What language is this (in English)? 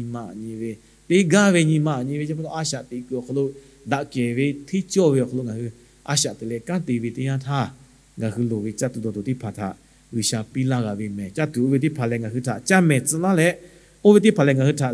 Lahu